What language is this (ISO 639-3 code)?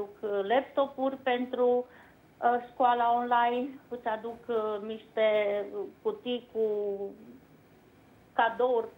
ron